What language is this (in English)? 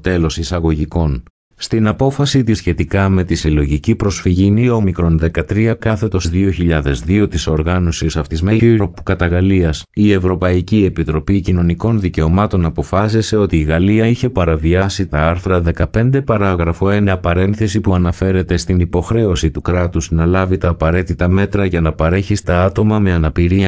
Greek